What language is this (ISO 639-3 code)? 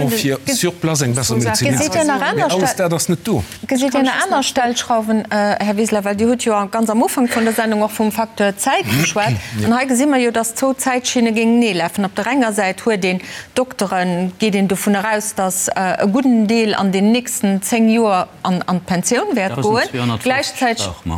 ltz